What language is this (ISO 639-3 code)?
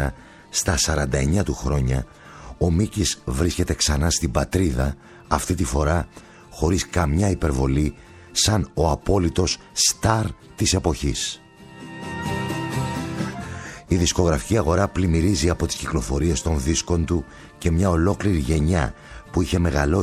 ell